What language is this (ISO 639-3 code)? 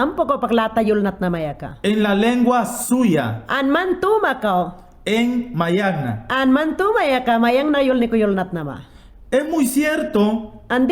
yan